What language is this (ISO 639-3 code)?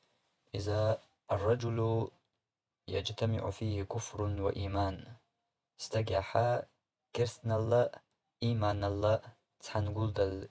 che